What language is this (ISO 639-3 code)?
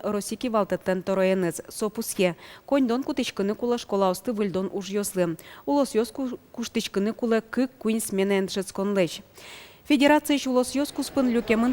udm